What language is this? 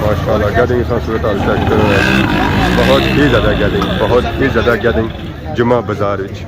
Pahari-Potwari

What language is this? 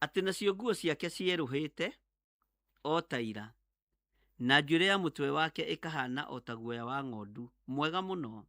Kikuyu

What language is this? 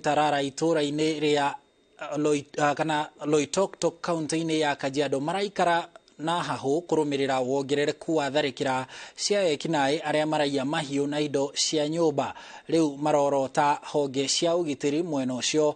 Kikuyu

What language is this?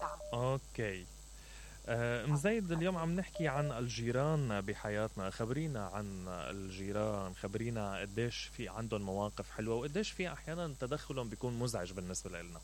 Mesopotamian Arabic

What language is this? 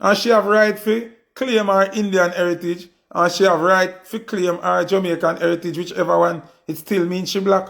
Jamaican Creole English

